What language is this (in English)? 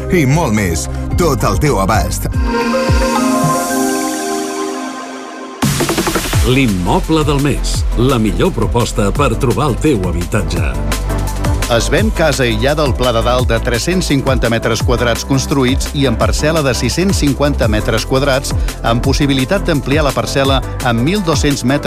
Catalan